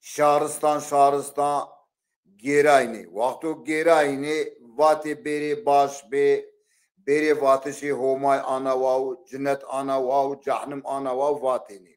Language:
Zaza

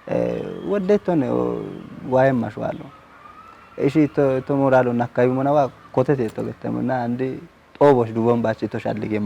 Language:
Kafa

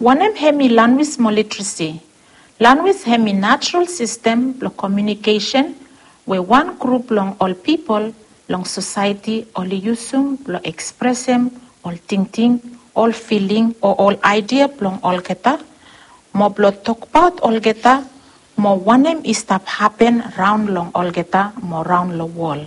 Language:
Bislama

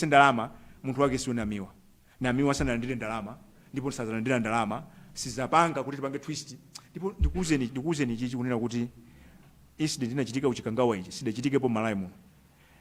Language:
Nyanja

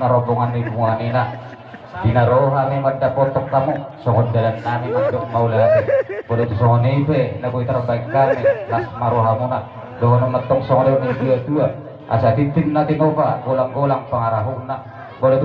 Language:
Batak Toba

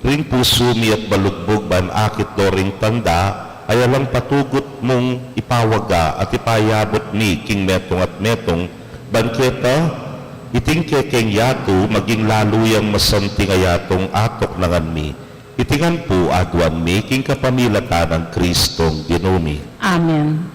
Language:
Pampanga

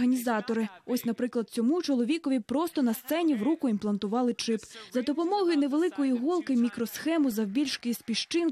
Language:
Ukrainian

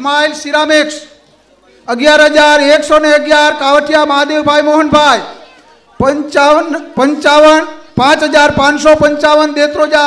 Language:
Gujarati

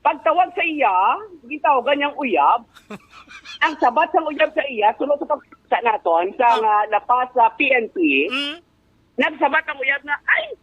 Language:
Hiligaynon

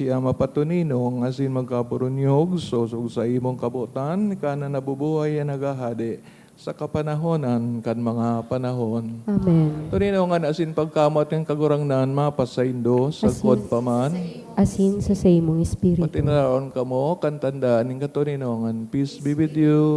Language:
Bikol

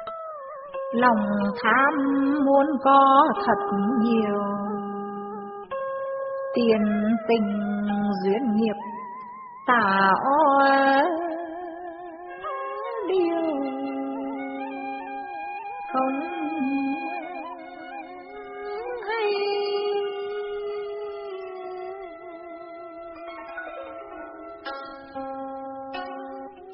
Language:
Vietnamese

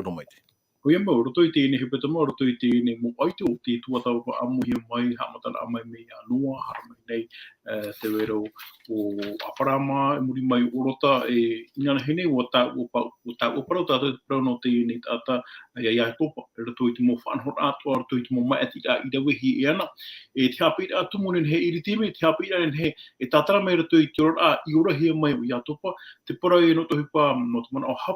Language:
Tahitian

